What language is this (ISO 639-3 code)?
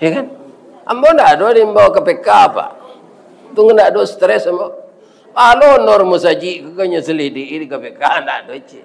min